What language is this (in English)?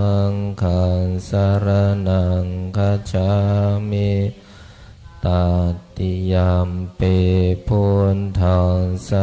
Pali